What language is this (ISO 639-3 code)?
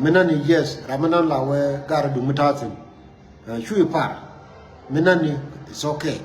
nus